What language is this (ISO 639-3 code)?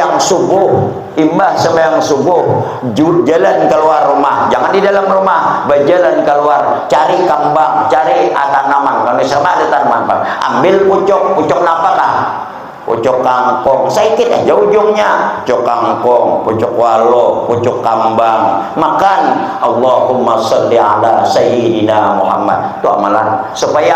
bjn